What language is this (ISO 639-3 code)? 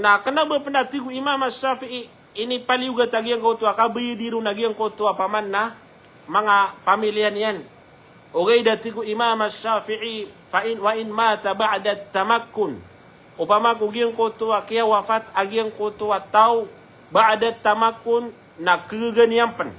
mrw